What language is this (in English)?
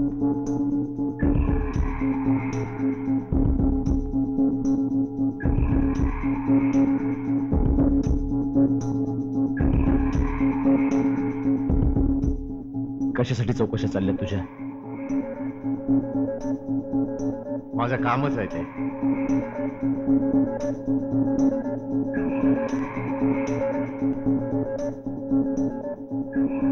Marathi